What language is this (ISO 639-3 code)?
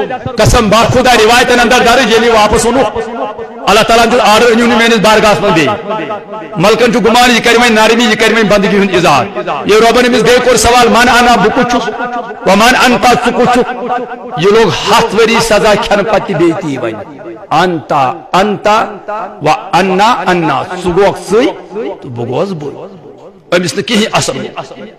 kas